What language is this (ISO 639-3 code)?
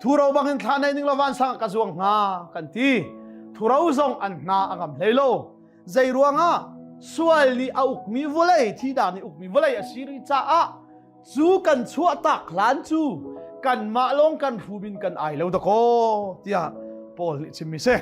cnh